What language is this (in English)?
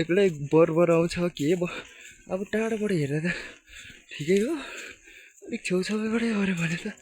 Nepali